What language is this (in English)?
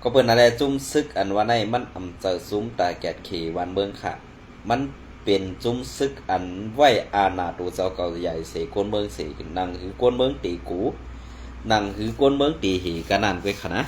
Shan